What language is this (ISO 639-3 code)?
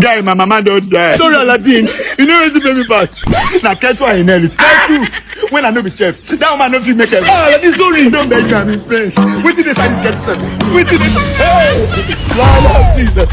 pcm